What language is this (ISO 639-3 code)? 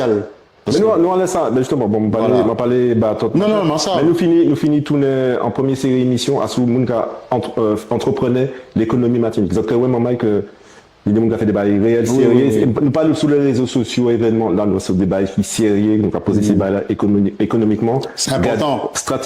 gcf